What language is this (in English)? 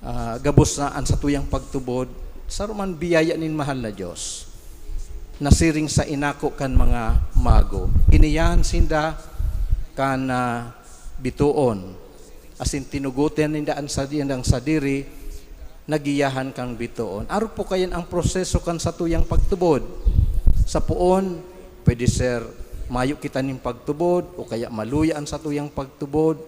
Bikol